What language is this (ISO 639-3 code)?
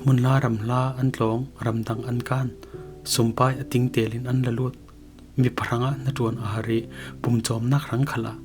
cfm